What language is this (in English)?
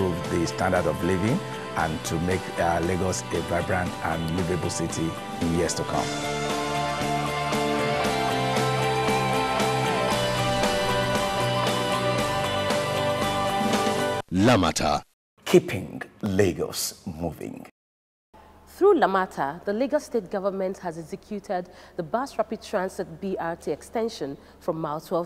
English